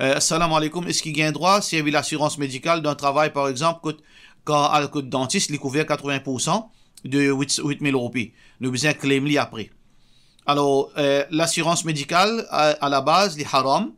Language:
Morisyen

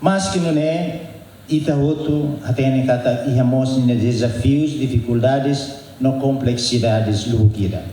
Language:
Tetum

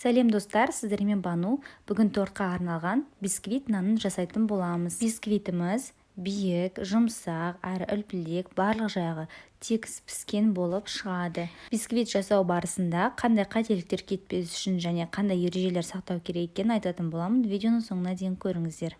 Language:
Kazakh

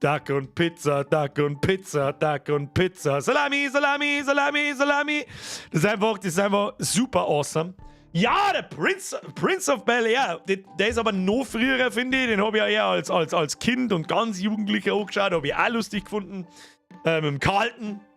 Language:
Bavarian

